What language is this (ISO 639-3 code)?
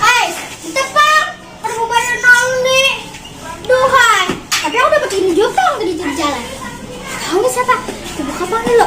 bjn